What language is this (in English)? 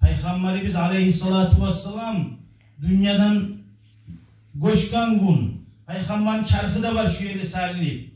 Kumyk